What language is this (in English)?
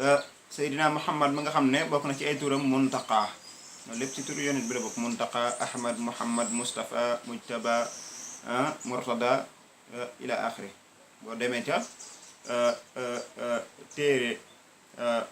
Wolof